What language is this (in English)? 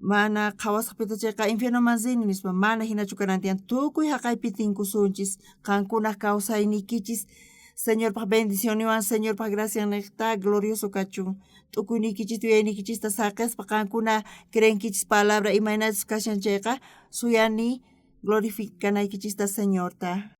South Bolivian Quechua